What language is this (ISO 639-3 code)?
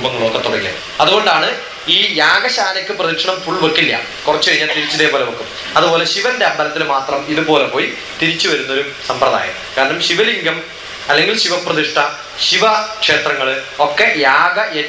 mal